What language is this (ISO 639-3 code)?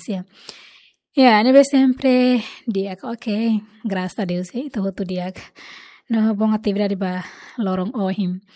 tet